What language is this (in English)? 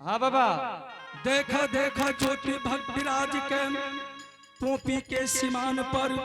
Angika